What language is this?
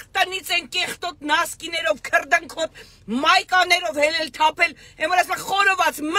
Armenian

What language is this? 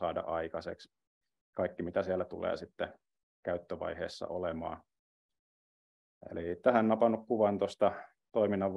Finnish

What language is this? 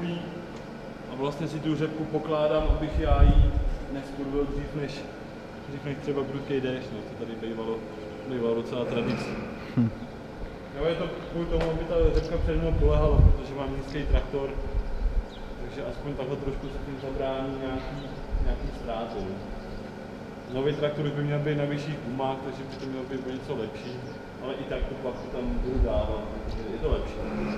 Czech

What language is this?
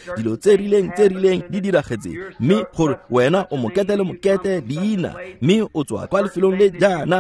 Tswana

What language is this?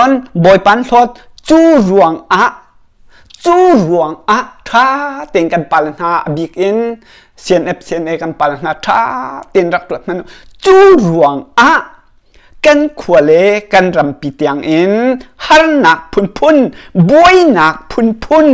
Hakha Chin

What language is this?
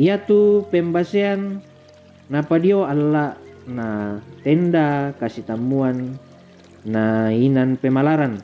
Toraja-Sa'dan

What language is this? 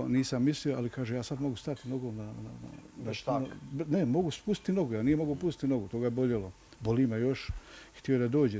Bosnian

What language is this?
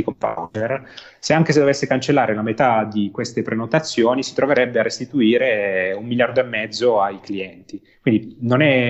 Italian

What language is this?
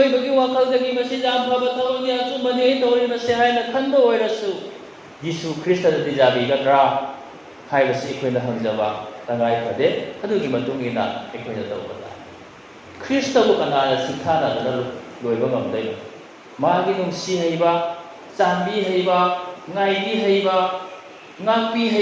Manipuri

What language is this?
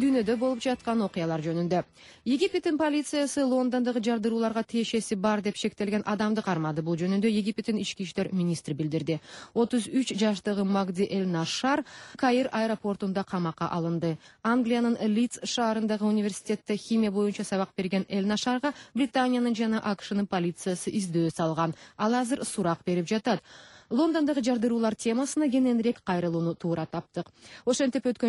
Kyrgyz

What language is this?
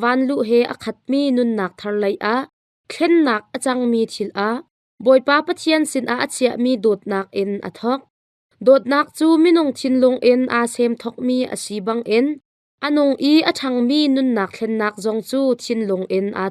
Hakha Chin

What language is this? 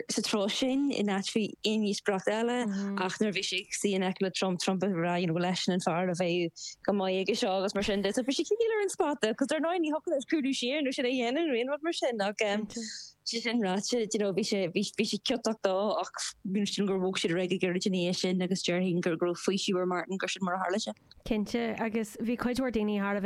Irish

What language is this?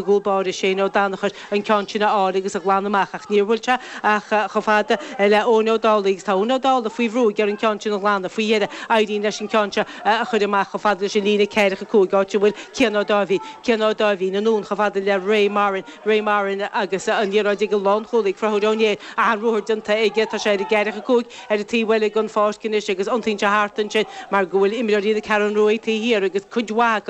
Irish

